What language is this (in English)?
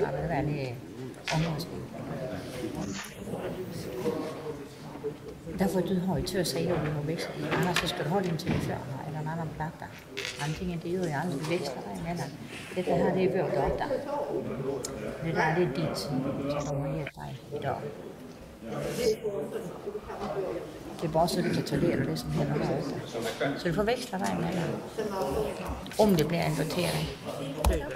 Swedish